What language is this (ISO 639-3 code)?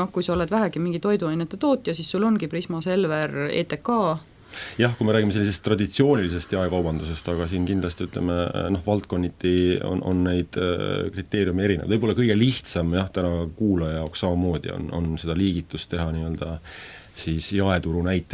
est